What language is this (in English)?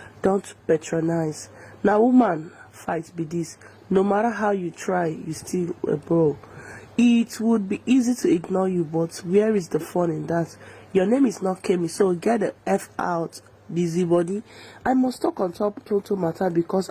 Nigerian Pidgin